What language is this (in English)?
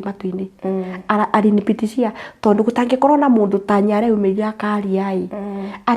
Kikuyu